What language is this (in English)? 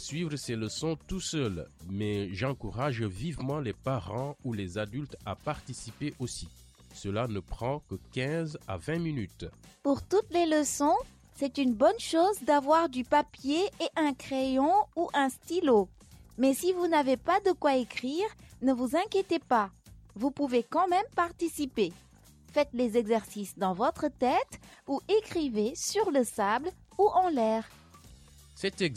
French